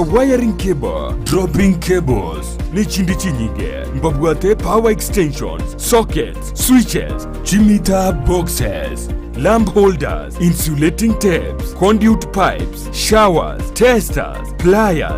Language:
Gusii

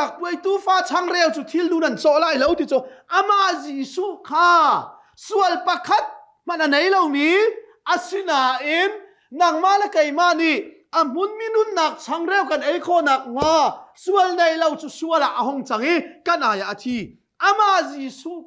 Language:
Hakha Chin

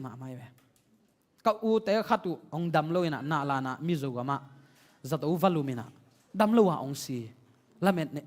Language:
Tedim Chin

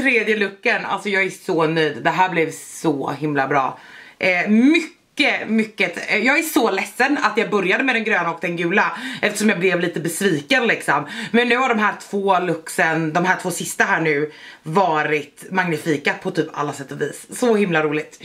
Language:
Swedish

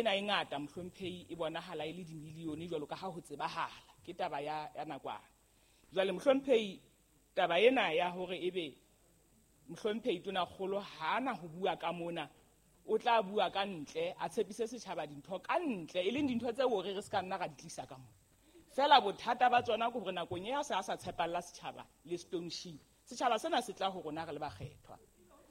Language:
Southern Sotho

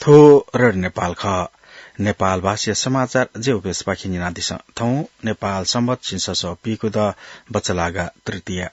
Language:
Newari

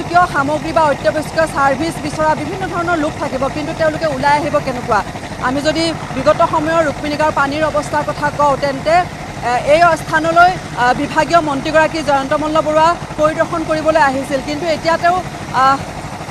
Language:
Assamese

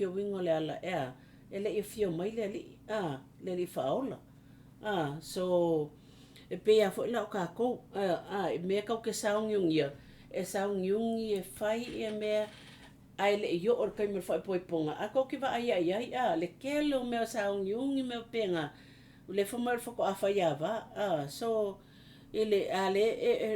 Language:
Samoan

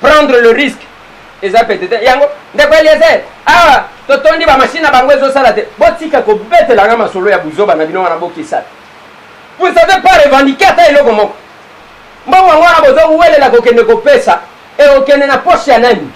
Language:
Lingala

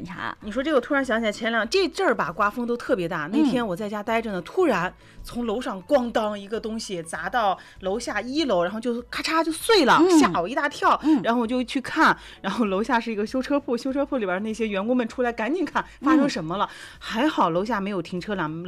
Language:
Chinese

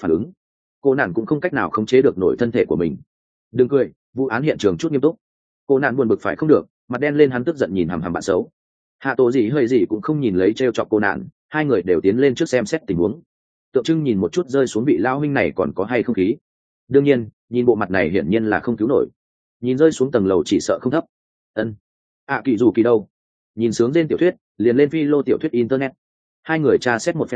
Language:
Vietnamese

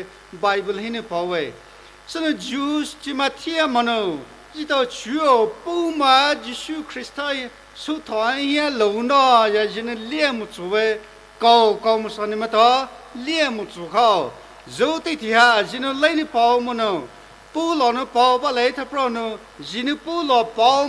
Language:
Poumei Naga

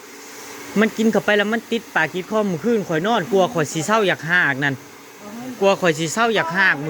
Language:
Northeastern Thai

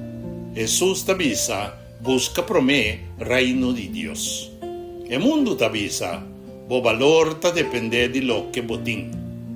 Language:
Papiamento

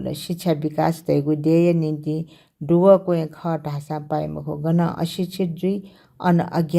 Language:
Newari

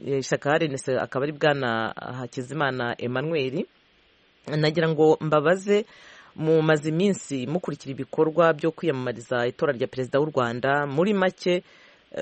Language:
Kinyarwanda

